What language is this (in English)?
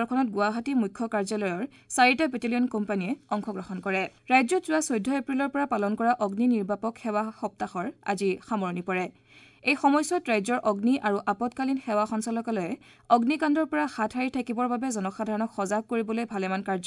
Assamese